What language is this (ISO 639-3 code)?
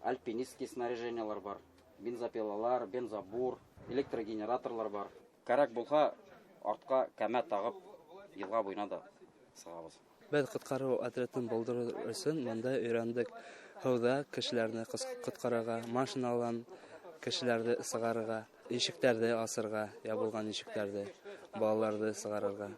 bak